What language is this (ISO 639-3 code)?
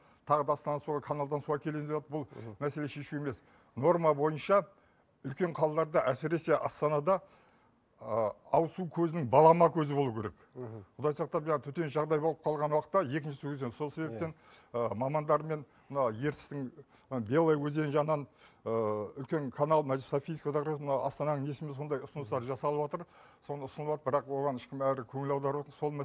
kaz